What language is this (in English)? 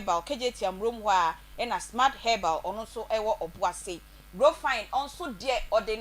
Akan